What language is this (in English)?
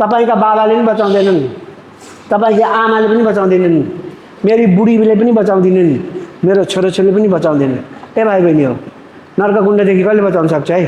Nepali